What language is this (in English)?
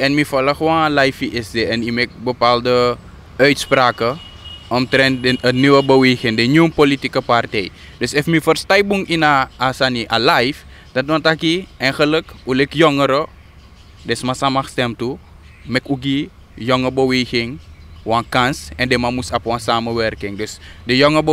Sranan Tongo